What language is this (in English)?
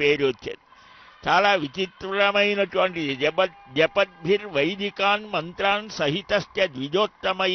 Telugu